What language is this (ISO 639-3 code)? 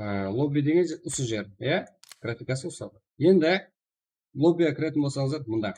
kaa